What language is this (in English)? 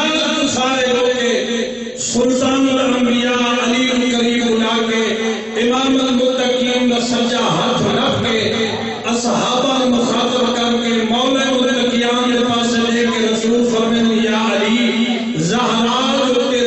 Urdu